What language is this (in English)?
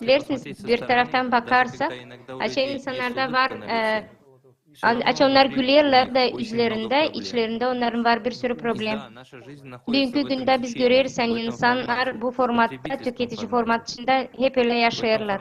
Gagauz